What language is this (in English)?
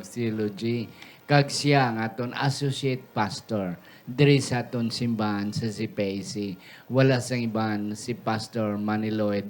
Hiligaynon